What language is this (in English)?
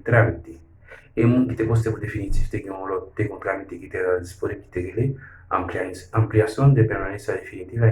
Haitian Creole